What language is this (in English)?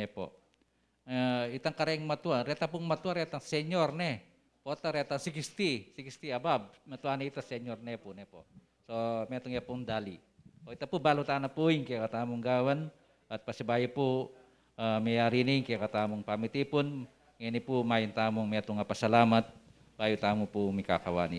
Pampanga